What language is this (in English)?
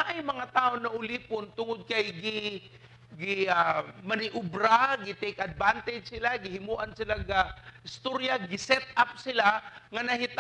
Cebuano